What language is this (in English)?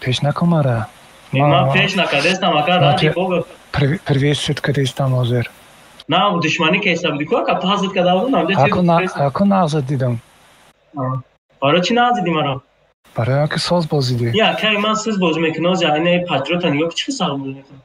Tajik